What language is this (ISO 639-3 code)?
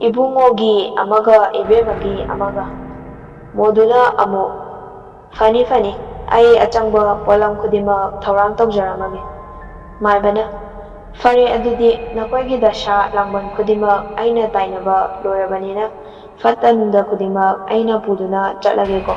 mni